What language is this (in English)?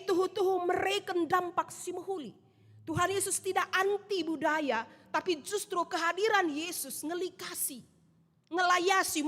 Batak Karo